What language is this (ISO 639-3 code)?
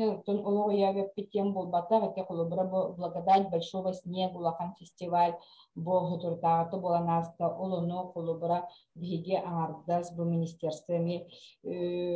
sah